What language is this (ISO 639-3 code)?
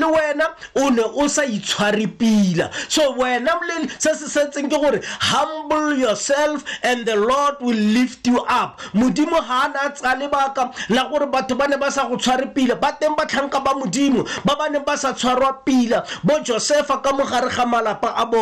tsn